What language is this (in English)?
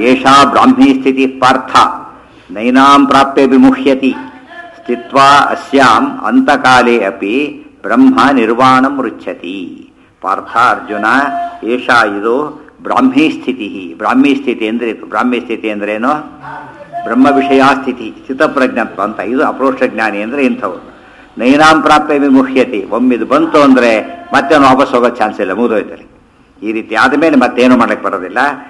Kannada